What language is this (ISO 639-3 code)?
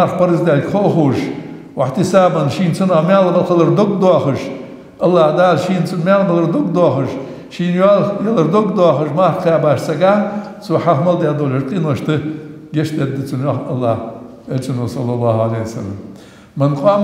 inh